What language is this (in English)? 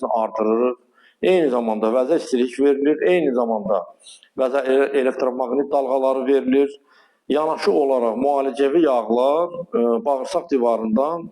Azerbaijani